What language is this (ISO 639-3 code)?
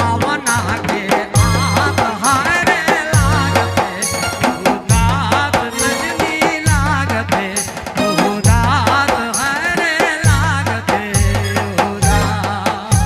sck